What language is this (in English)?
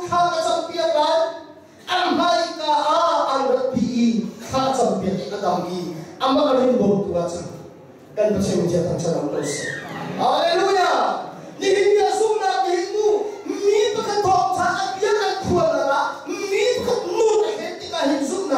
Hakha Chin